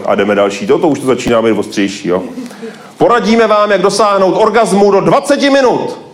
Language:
Czech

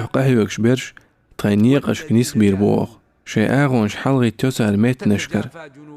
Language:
Chechen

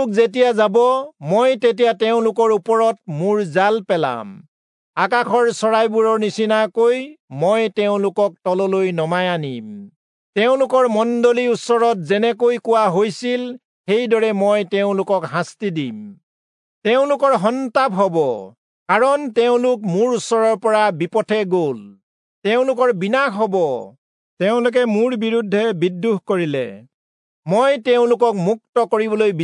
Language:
Assamese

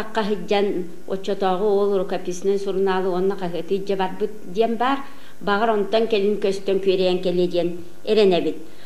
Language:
Yakut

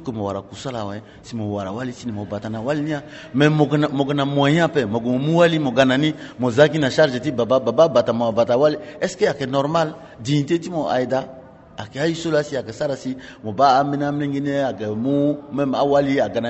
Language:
Sango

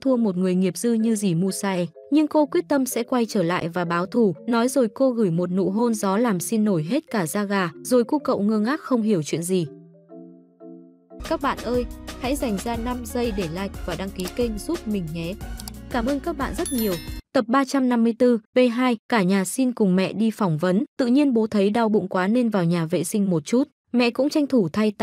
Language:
Vietnamese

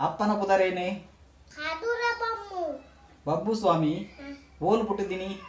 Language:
Tulu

